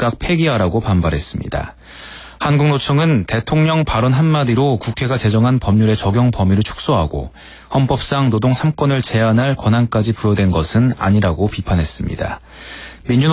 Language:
Korean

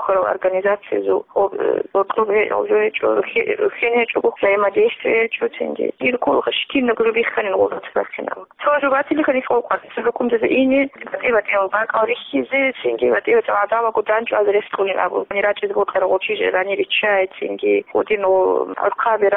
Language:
Avaric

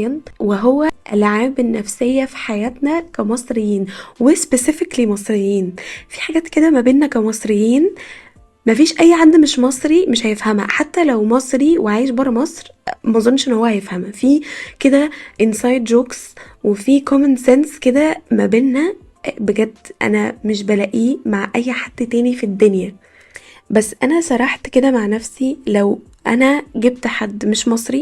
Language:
Egyptian Arabic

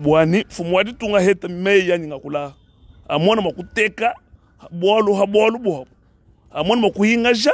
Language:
Luba-Lulua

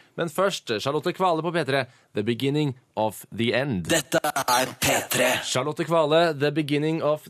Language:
Norwegian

